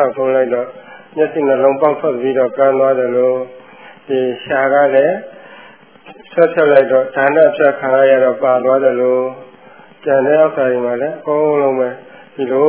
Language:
Burmese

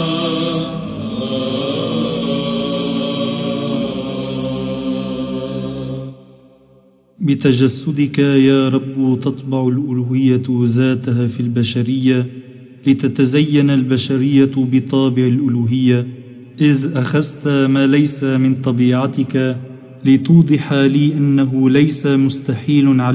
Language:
Arabic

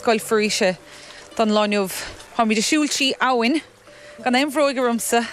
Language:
Irish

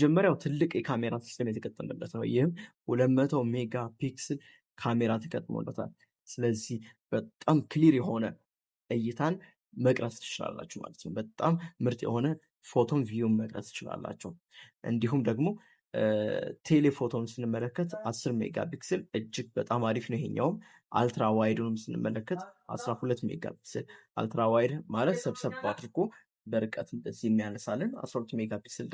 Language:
Amharic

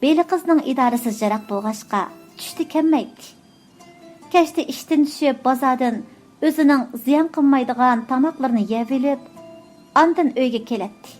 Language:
Uyghur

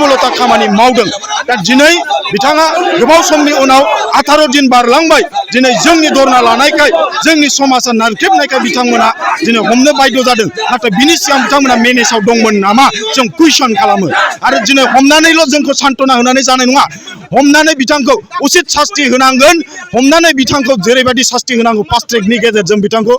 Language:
Bodo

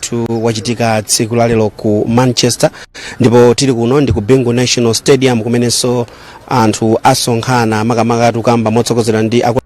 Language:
Nyanja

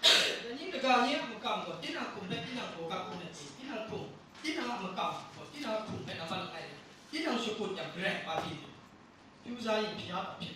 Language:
Kachin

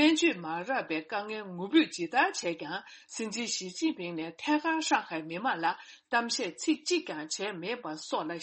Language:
Tibetan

